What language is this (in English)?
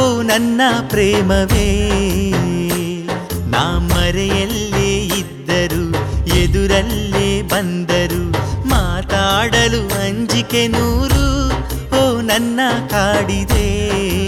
Kannada